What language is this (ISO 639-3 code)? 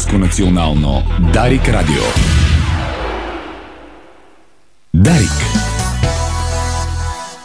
bul